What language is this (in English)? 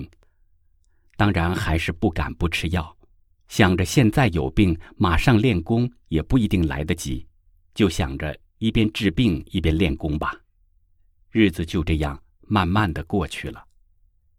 Chinese